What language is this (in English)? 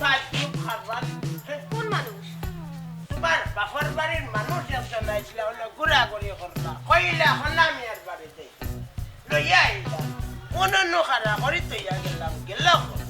Sylheti